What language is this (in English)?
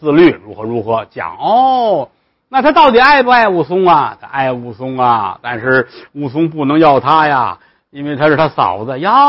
Chinese